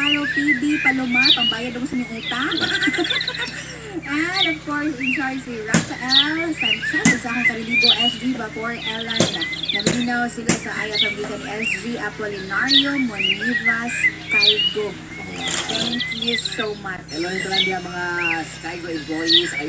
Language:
Cebuano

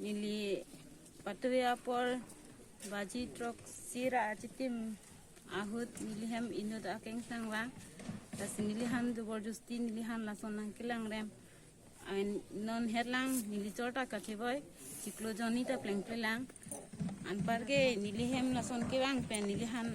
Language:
Karbi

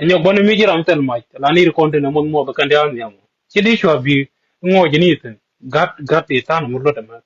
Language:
Nuer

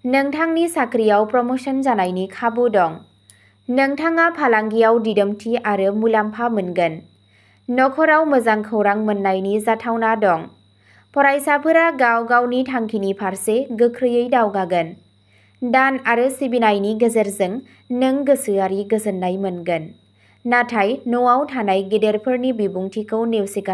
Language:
Bodo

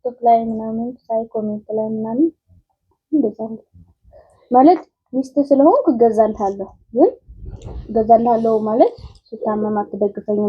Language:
Amharic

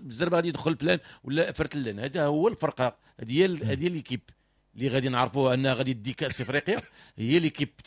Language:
Moroccan Arabic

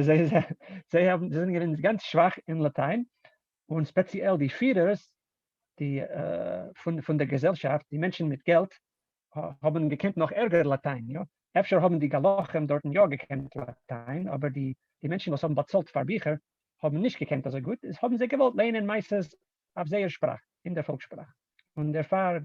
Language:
Yiddish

